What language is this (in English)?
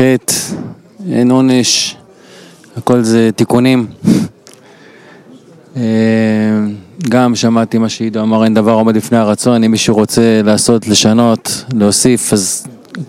Hebrew